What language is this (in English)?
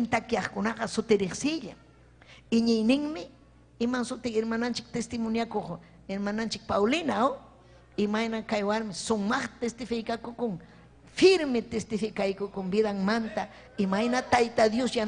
Ayacucho Quechua